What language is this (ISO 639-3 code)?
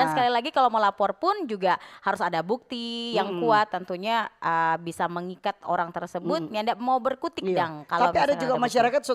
xmm